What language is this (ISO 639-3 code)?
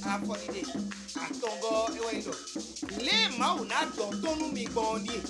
fon